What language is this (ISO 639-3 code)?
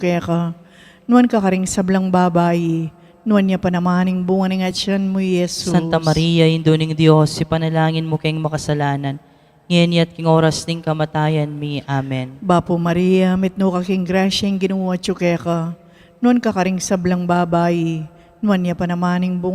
pam